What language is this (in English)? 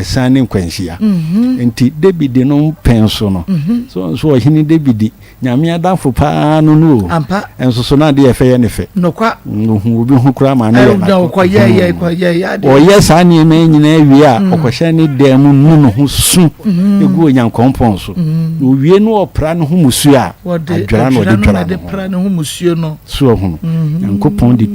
Akan